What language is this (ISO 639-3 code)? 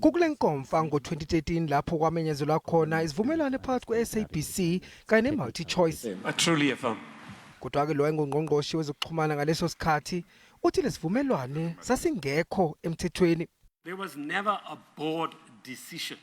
zul